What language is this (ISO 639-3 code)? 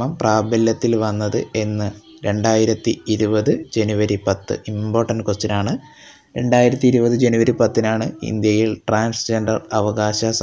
mal